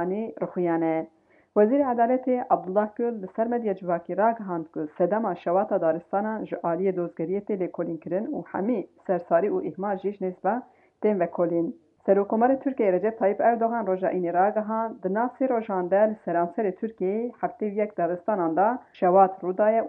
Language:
Kurdish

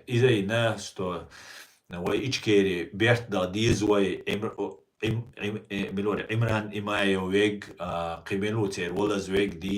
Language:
Chechen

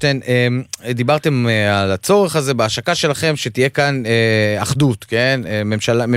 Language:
Hebrew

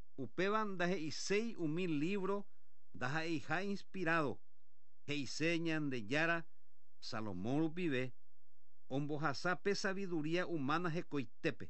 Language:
Guarani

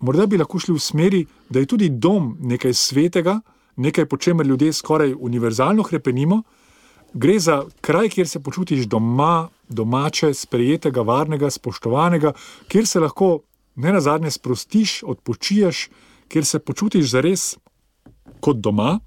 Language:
Slovenian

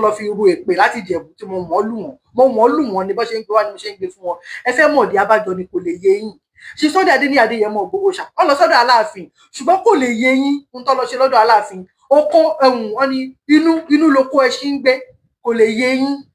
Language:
Yoruba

